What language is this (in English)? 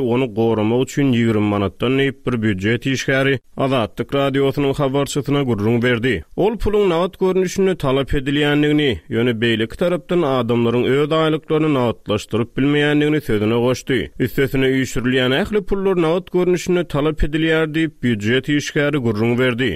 Turkmen